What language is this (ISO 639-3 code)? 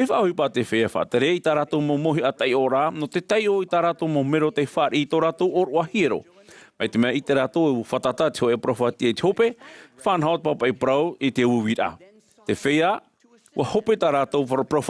tah